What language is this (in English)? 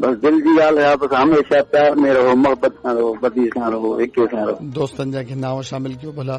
Sindhi